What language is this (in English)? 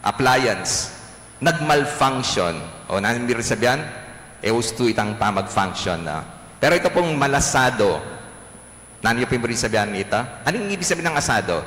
Pampanga